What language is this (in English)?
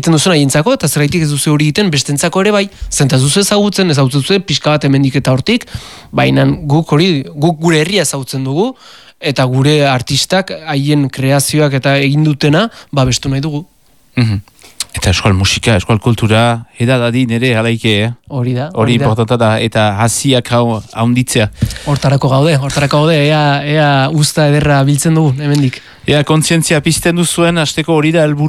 Basque